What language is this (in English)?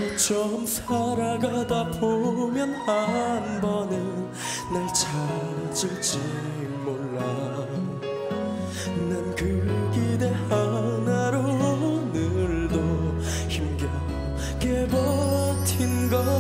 Korean